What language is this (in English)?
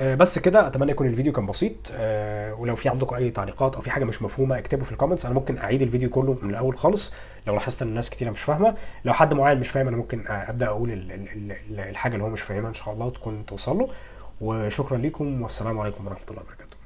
Egyptian Arabic